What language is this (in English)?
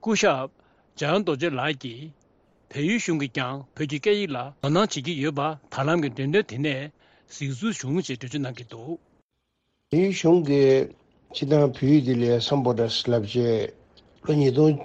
Tibetan